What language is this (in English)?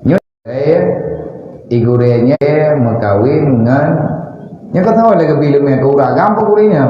Achinese